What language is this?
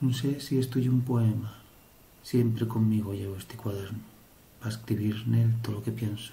Asturian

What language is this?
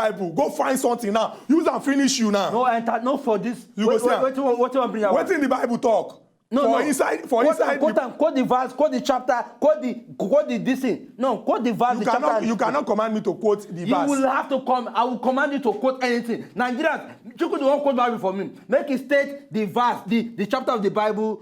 Nigerian Pidgin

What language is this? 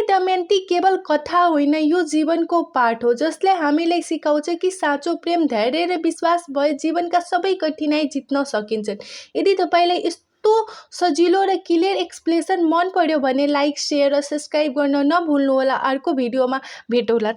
Nepali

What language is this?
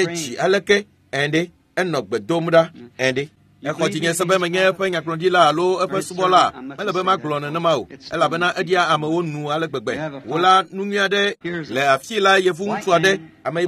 Ewe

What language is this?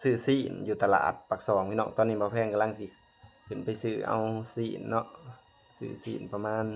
Lao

